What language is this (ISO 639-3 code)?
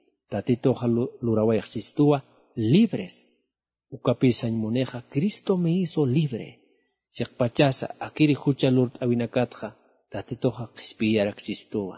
aym